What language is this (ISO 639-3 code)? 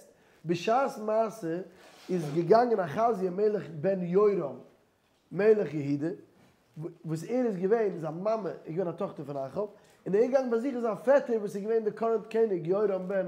yid